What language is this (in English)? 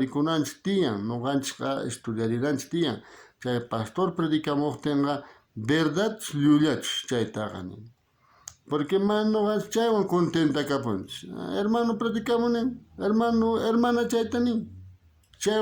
South Bolivian Quechua